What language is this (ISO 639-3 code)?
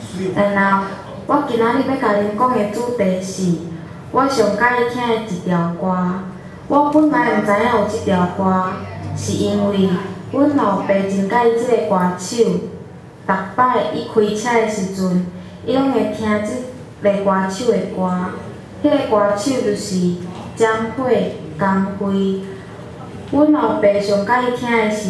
nan